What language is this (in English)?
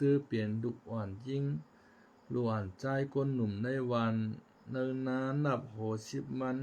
Shan